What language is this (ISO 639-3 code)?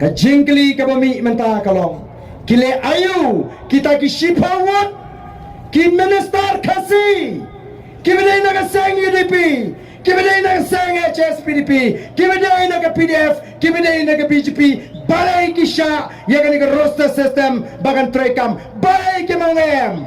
kha